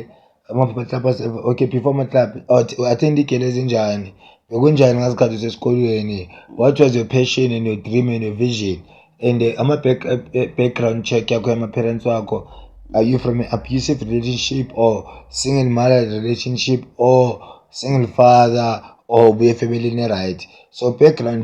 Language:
Zulu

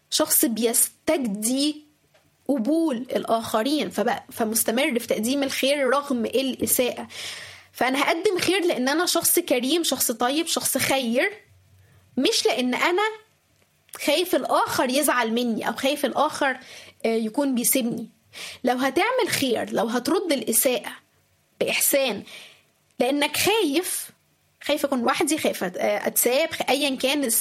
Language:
Egyptian Arabic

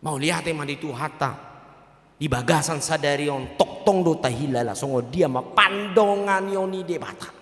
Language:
Batak Toba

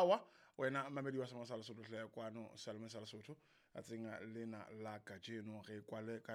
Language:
Southern Sotho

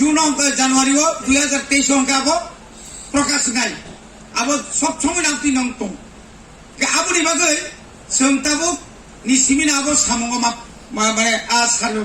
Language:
Kok Borok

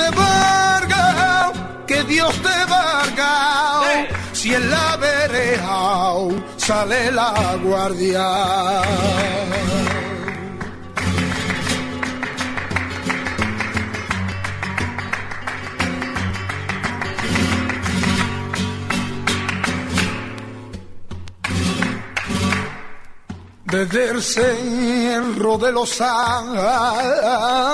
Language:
Spanish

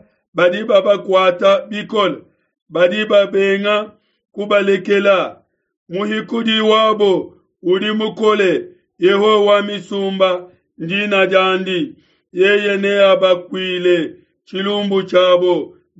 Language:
Luba-Lulua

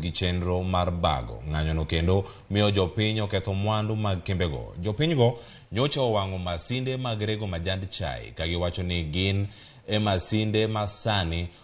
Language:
Luo (Kenya and Tanzania)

